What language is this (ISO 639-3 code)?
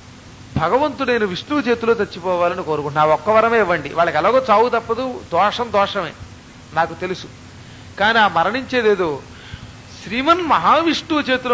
tel